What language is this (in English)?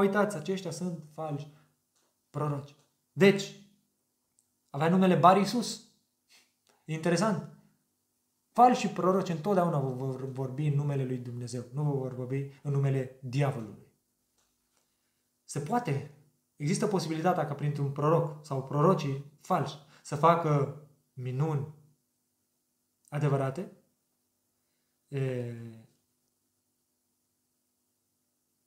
Romanian